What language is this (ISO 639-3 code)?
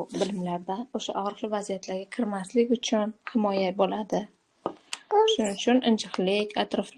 uzb